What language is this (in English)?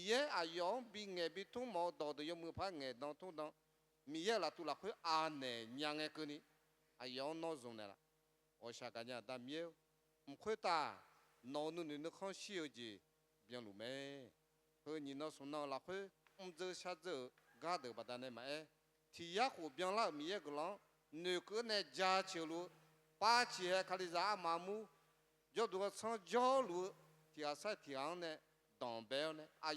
Akha